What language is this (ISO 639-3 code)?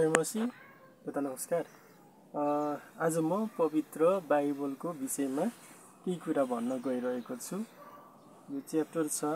nep